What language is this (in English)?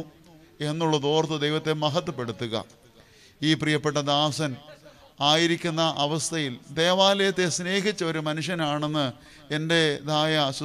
Malayalam